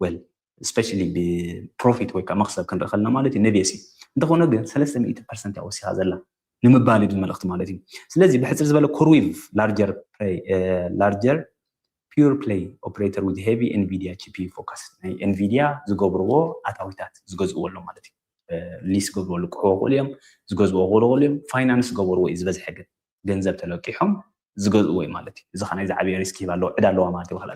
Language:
Tigrinya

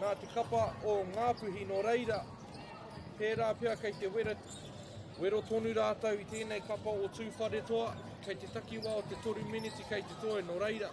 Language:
Māori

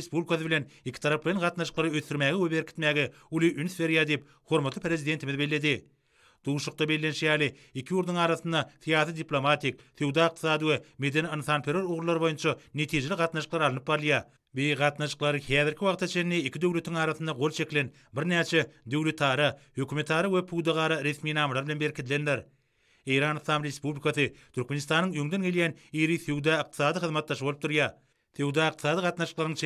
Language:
Turkmen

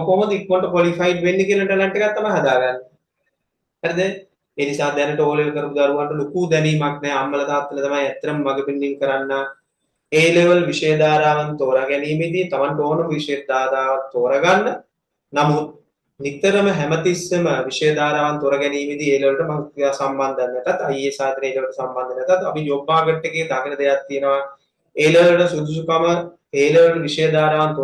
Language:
Sinhala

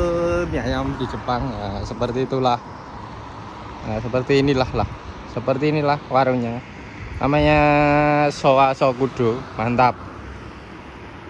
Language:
Indonesian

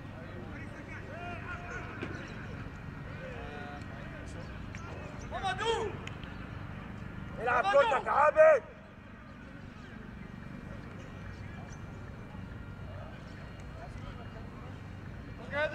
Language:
Arabic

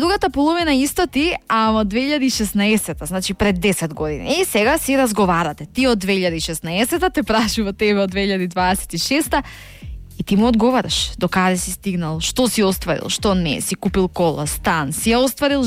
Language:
Macedonian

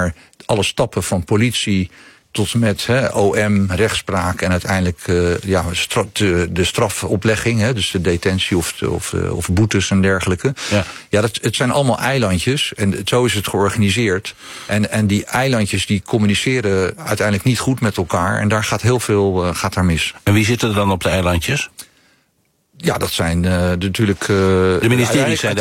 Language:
Dutch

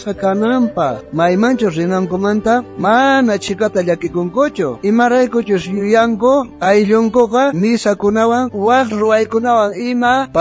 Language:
South Bolivian Quechua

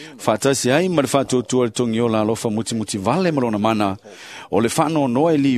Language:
Samoan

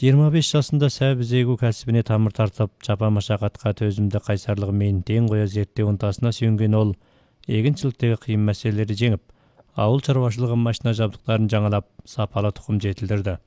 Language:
Kyrgyz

